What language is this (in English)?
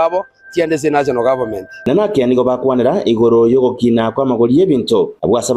Gusii